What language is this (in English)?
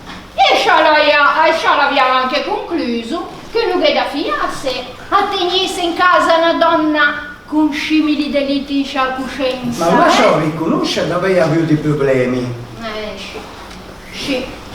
Ligurian